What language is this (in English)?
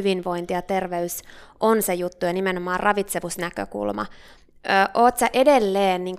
Finnish